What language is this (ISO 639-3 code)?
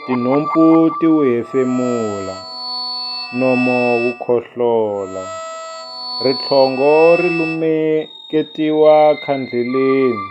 tso